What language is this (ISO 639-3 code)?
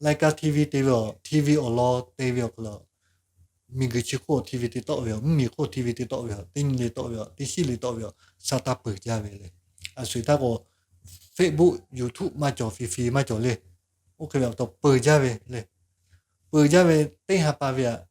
lhu